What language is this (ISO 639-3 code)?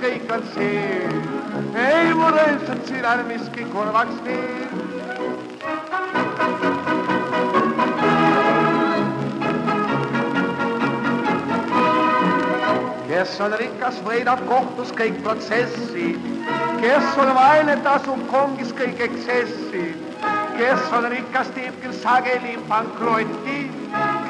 est